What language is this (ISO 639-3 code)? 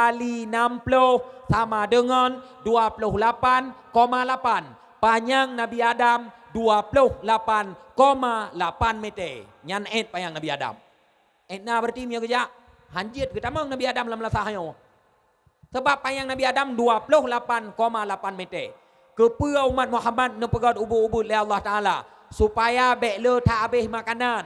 ace